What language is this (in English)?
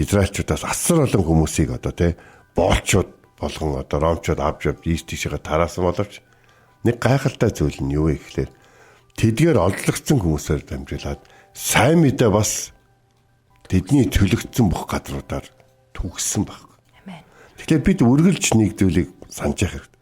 Mongolian